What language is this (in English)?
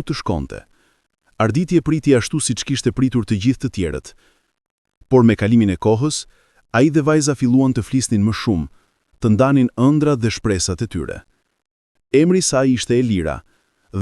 Albanian